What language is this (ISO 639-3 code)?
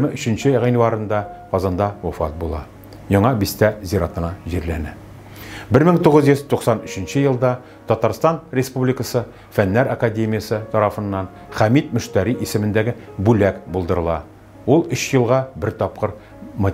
tat